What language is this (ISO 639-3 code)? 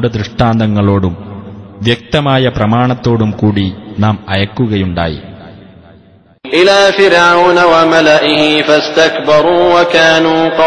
mal